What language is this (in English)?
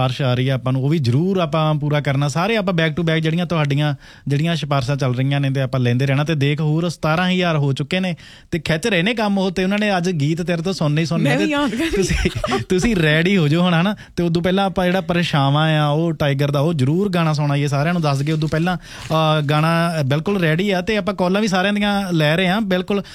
Punjabi